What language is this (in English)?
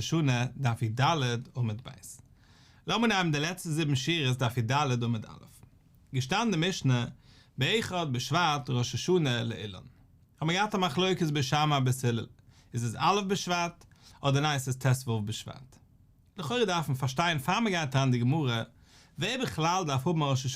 Yiddish